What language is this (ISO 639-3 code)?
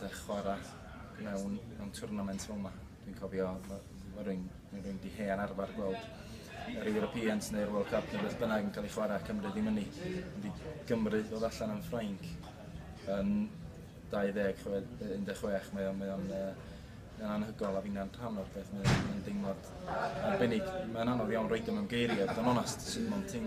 cym